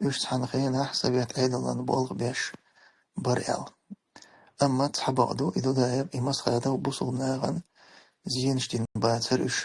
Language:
Chechen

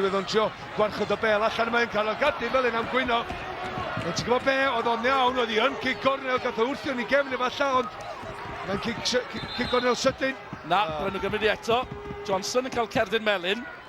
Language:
Welsh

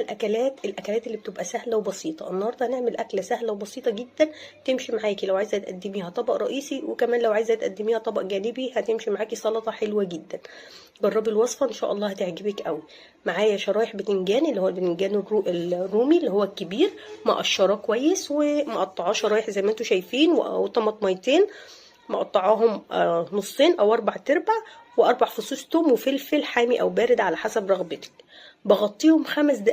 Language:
Egyptian Arabic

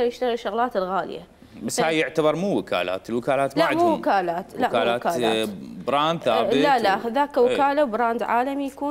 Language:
Mesopotamian Arabic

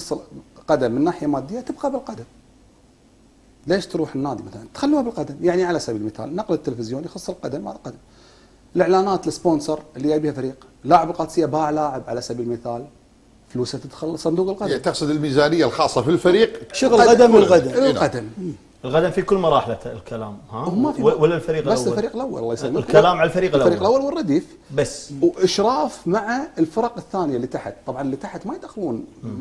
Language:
Gulf Arabic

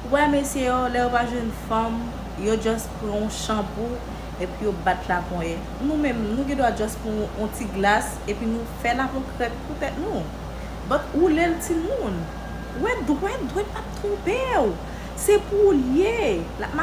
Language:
Haitian Creole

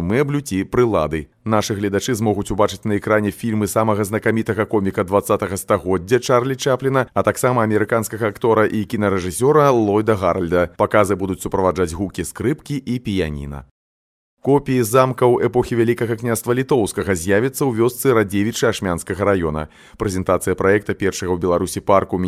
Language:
Belarusian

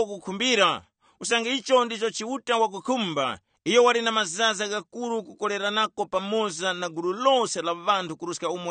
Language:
Tumbuka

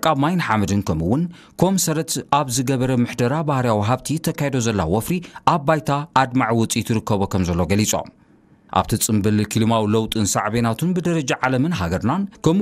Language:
Tigrinya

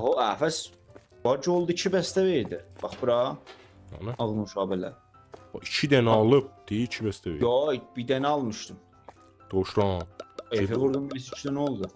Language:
South Azerbaijani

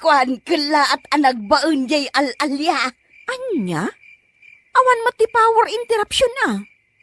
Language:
Iloko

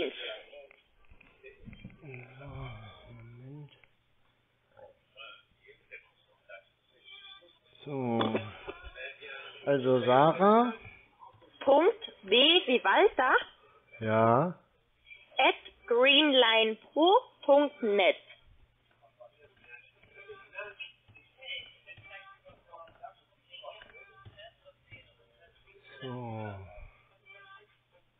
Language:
German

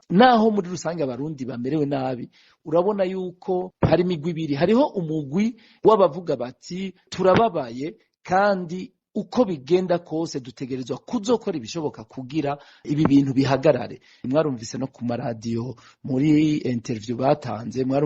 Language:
Rundi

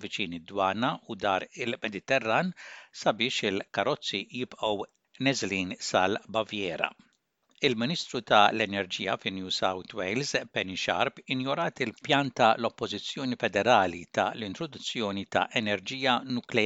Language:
Maltese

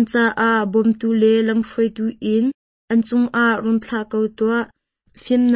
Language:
Hakha Chin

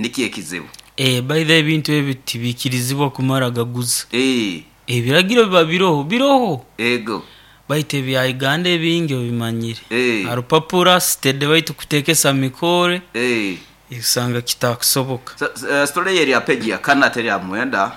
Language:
Nyoro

